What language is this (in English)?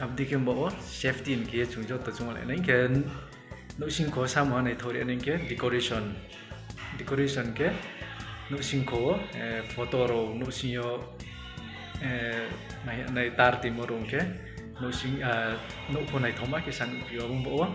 Riang (India)